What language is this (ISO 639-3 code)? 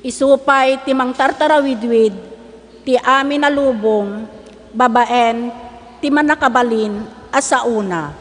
ilo